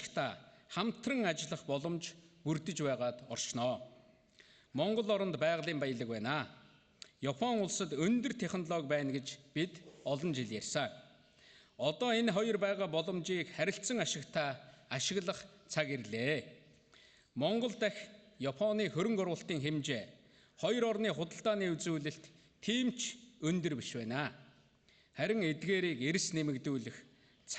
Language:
Mongolian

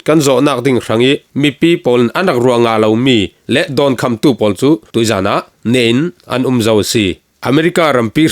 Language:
Falam Chin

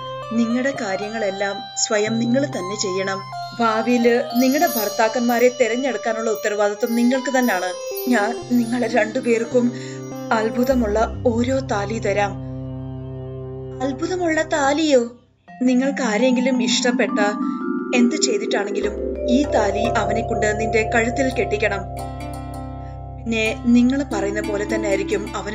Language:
Malayalam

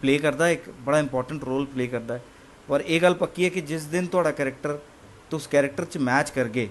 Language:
Dogri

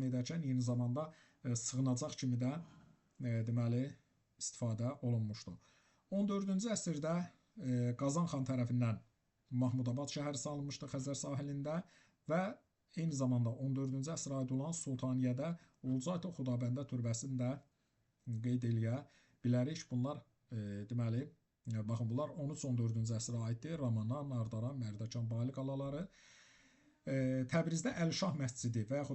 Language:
Azerbaijani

